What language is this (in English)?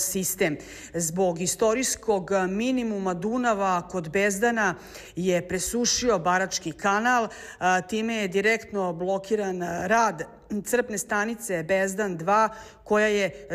Serbian